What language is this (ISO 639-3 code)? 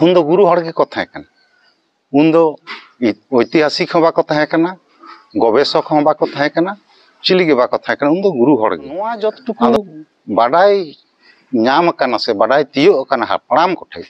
sat